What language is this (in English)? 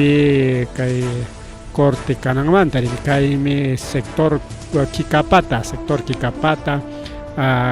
Ayacucho Quechua